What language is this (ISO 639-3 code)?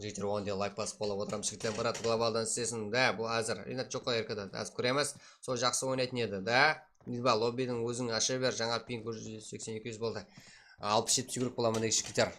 kaa